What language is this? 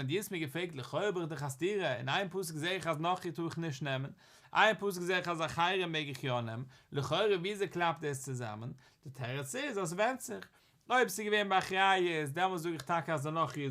Yiddish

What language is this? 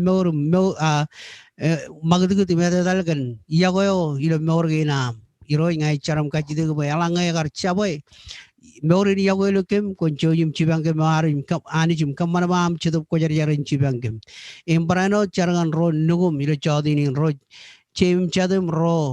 Marshallese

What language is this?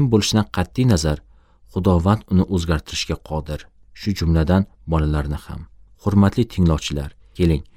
Uzbek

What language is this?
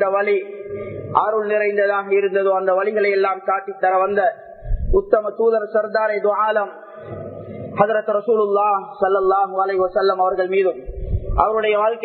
Tamil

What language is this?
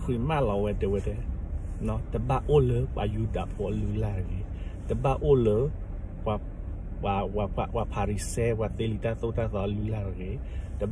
S'gaw Karen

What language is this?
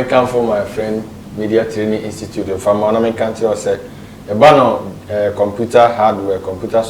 Akan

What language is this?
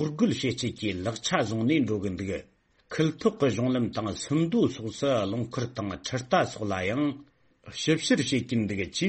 Tibetan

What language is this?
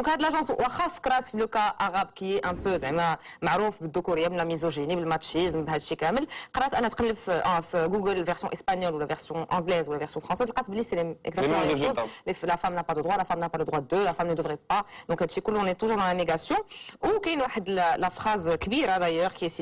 Moroccan Arabic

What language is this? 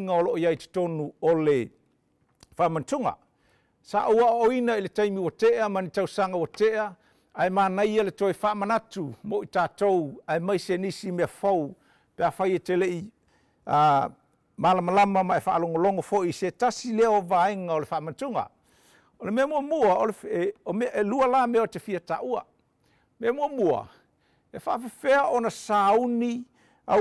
Samoan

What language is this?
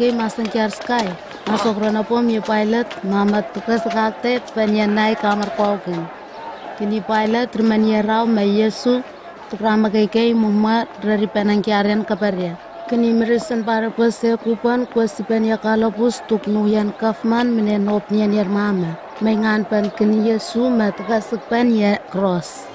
Southwest Tanna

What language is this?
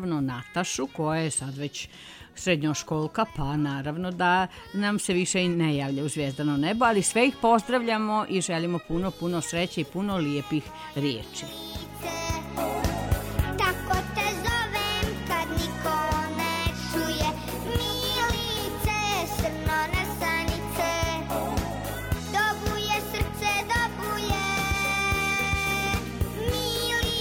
Serbian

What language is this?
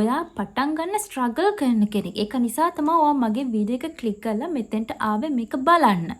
Sinhala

